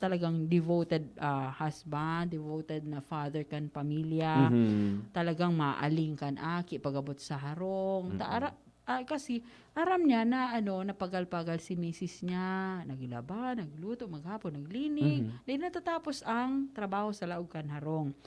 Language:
Bikol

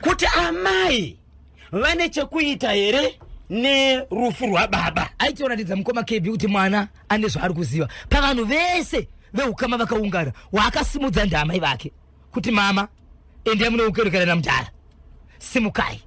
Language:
Shona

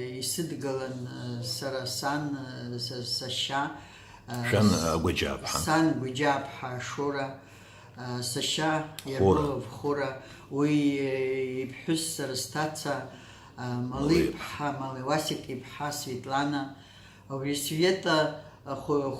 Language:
Abkhazian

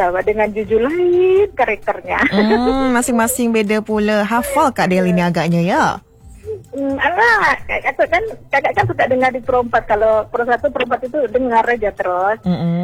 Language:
Indonesian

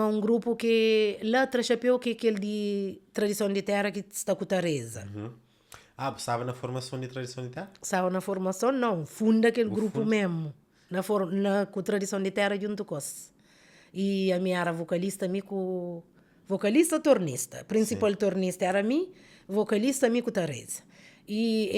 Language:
Kabuverdianu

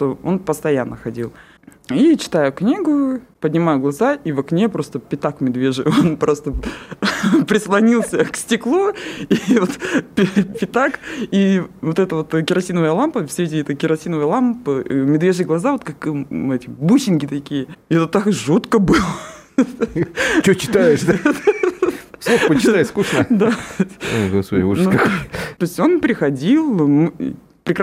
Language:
Russian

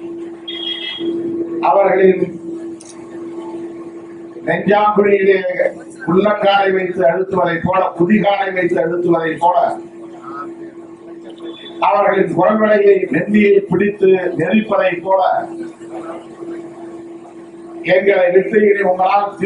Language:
Tamil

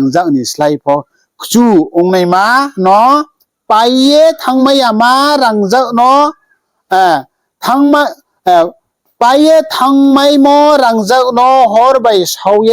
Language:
Riang (India)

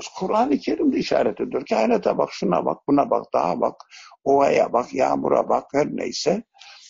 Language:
Turkish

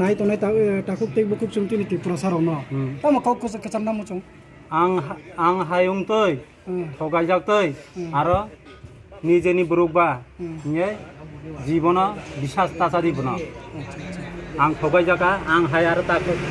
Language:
Riang (India)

